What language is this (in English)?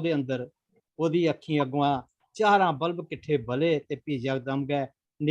Dogri